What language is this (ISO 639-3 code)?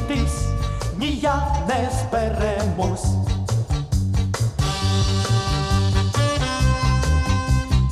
ukr